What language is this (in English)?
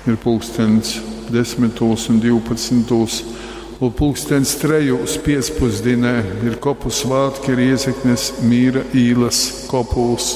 Latgalian